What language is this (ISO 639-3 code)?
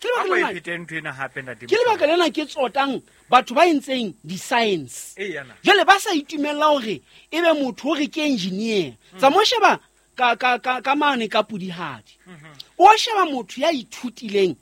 sot